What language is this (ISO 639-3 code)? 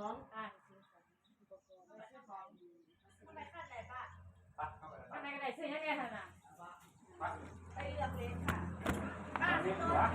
tts